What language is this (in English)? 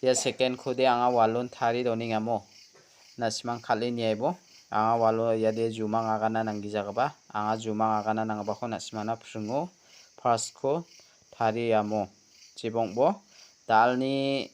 Garo